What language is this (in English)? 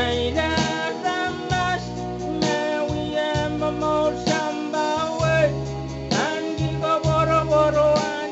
Pohnpeian